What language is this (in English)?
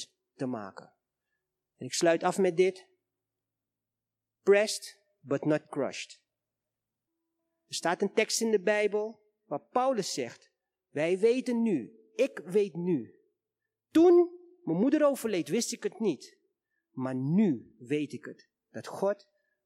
Dutch